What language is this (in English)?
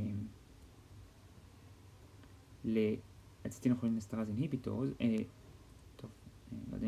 Hebrew